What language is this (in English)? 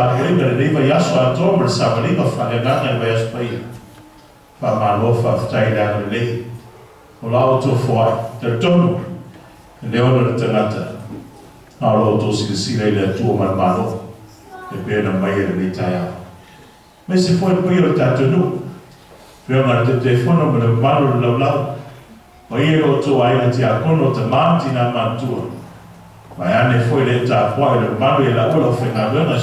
Samoan